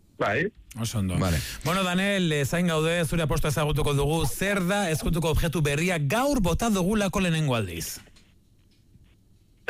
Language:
Basque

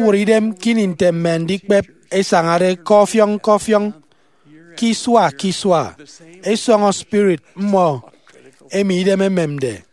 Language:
Efik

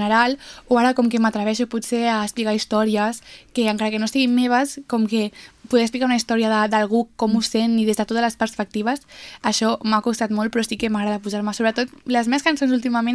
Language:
Catalan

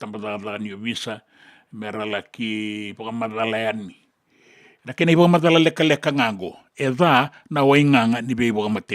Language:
Fijian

